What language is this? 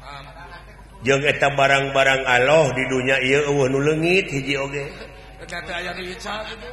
Sundanese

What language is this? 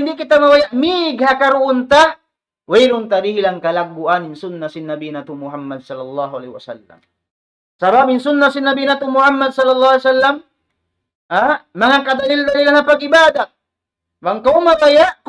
Tausug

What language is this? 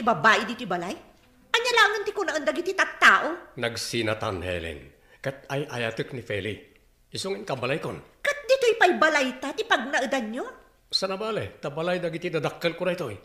Iloko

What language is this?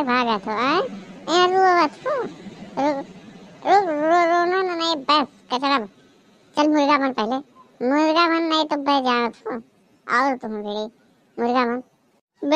Awadhi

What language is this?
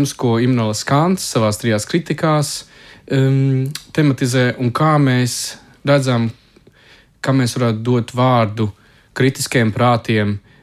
Latvian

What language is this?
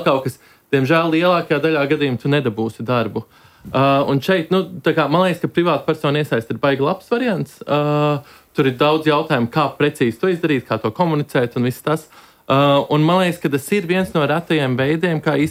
Latvian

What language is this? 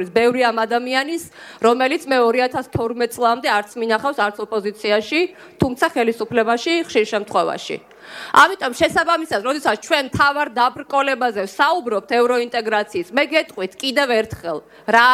Georgian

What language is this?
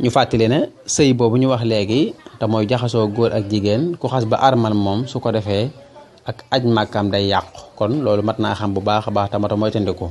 Wolof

